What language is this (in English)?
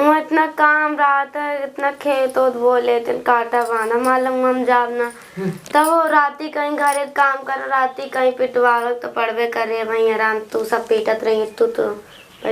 Awadhi